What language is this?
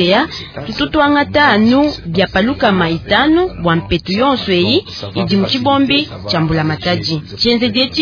Luba-Lulua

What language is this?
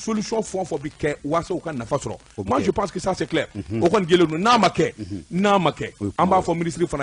Bambara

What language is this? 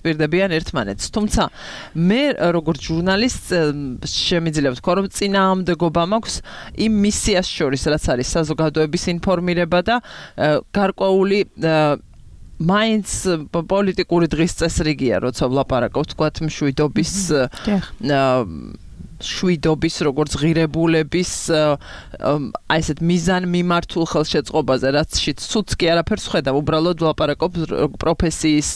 Georgian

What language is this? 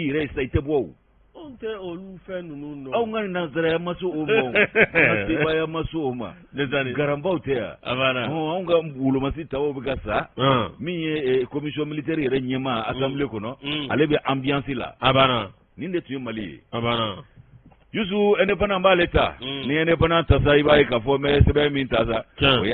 Bambara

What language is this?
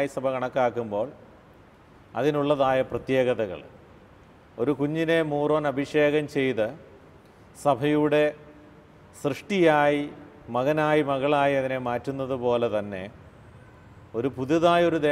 Malayalam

